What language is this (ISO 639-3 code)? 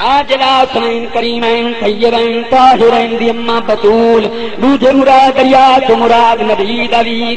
skr